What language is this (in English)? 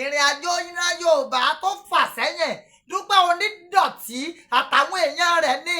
Yoruba